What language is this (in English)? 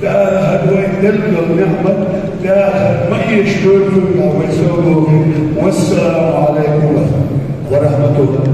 Ingush